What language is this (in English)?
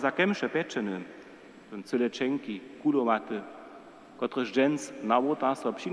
Upper Sorbian